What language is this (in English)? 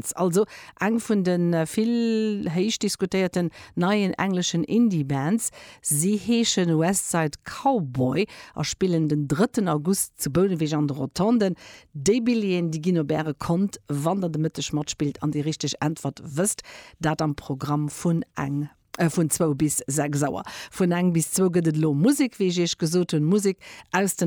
Luxembourgish